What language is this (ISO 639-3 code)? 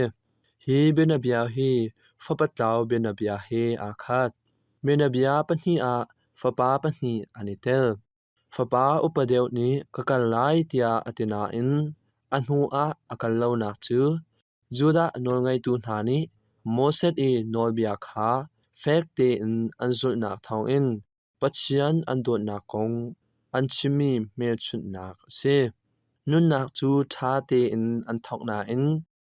cnh